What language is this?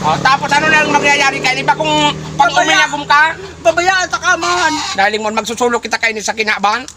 Bikol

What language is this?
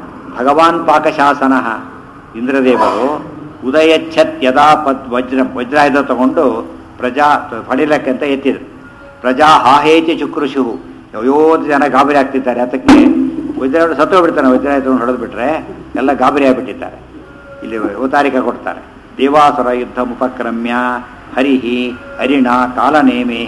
Kannada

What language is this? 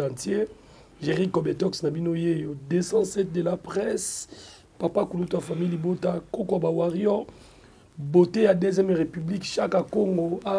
Lingala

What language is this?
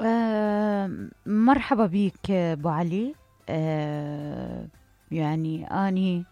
Mesopotamian Arabic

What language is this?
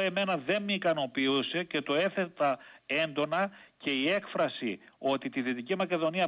Greek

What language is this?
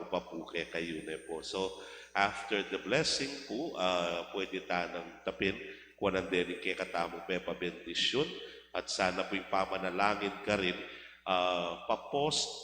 Pampanga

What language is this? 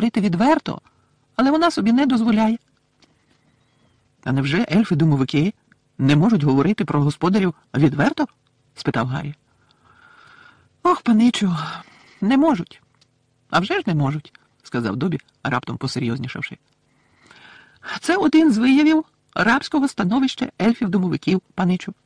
Ukrainian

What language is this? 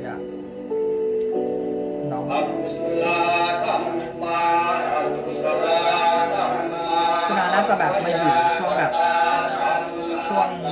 Thai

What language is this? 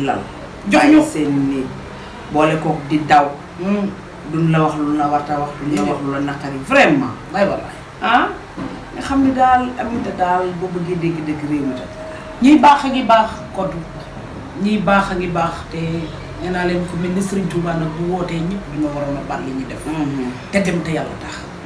Wolof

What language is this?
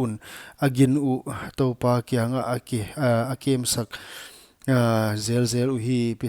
Paite Chin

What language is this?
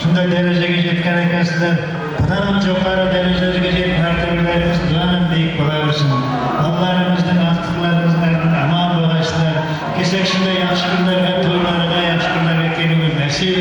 Kara-Kalpak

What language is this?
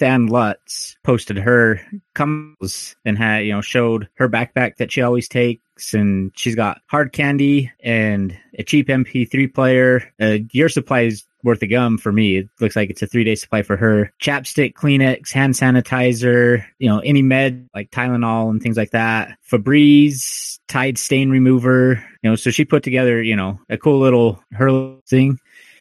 English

